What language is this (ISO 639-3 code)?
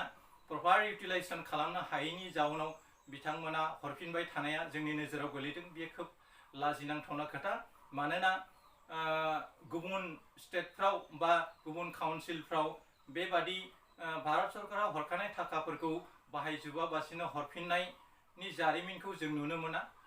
brx